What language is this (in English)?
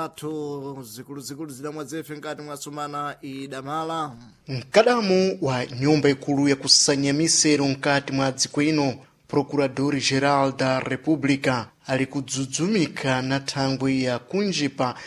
Sena